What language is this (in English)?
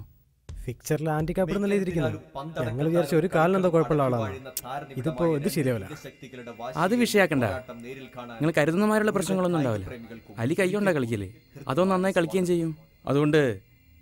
Malayalam